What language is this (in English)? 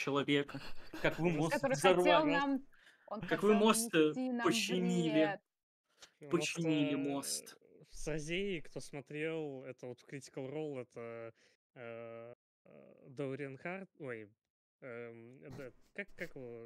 Russian